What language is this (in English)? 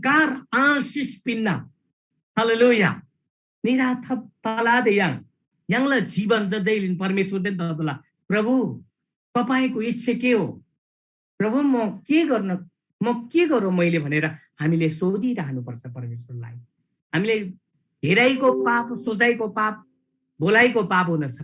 Eastern Tamang